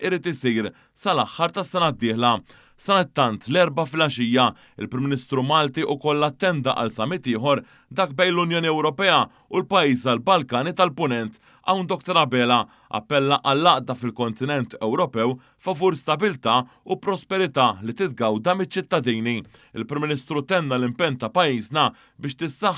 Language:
Maltese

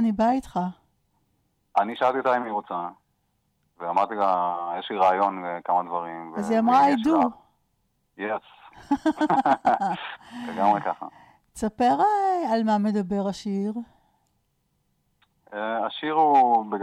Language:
Hebrew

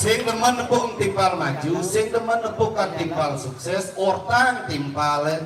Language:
Balinese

